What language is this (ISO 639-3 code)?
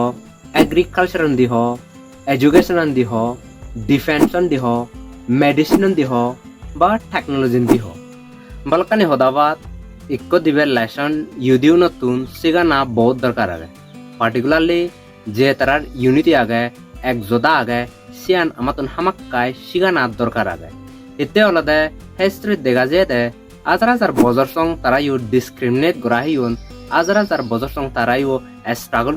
ccp